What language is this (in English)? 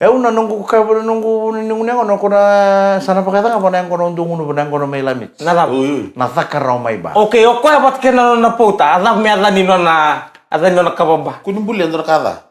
Fijian